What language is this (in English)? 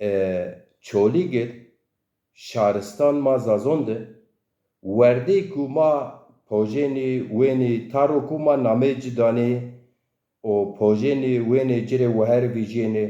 Zaza